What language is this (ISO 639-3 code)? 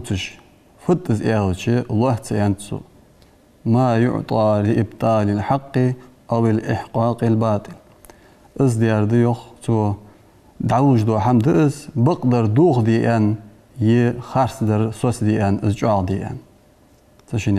inh